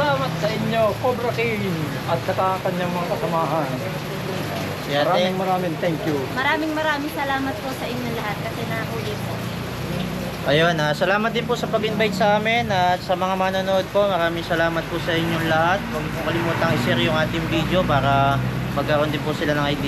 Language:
Filipino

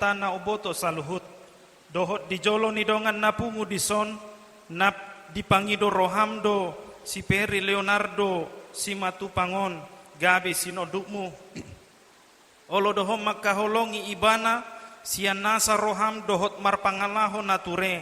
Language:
Batak Toba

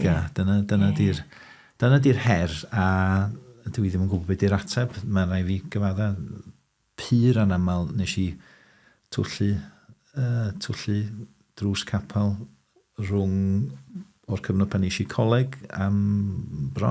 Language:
Welsh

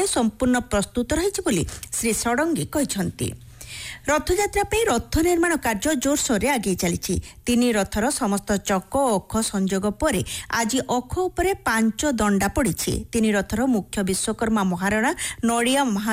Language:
Odia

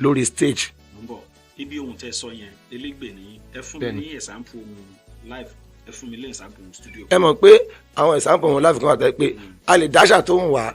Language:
Yoruba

